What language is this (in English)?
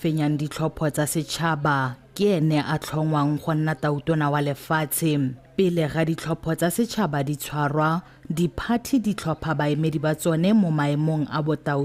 Tswana